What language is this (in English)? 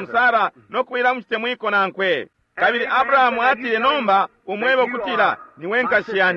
Bemba